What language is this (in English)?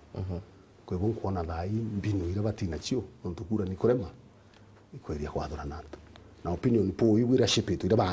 Meru